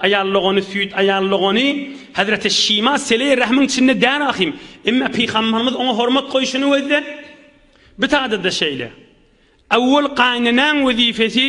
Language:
Turkmen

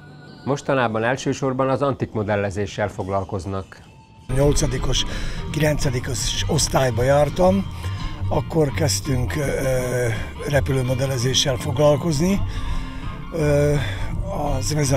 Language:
Hungarian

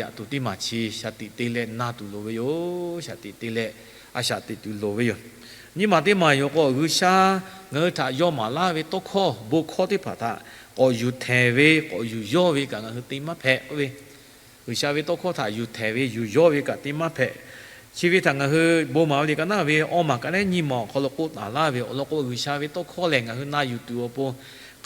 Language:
Lahu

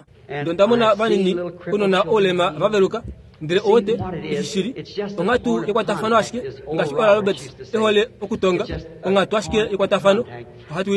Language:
Kuanyama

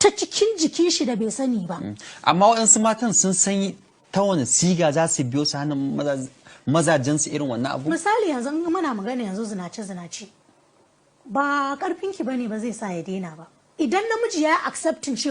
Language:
Hausa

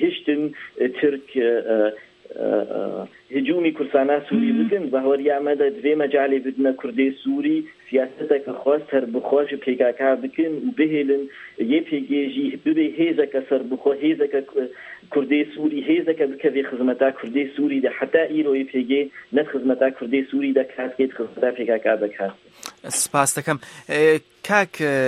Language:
Central Kurdish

